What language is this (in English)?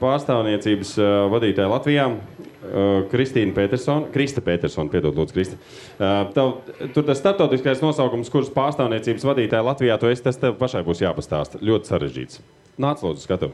Latvian